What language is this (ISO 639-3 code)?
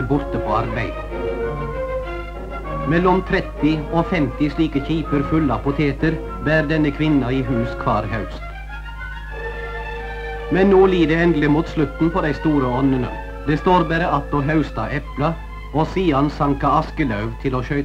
nor